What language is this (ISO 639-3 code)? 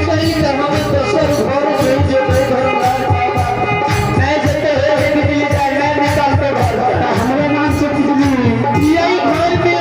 mai